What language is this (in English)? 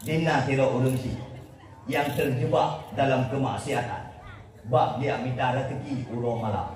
Achinese